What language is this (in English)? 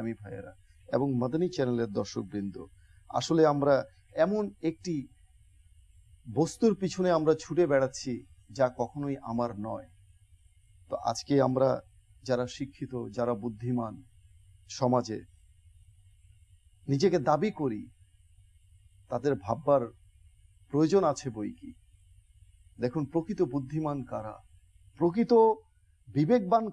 Bangla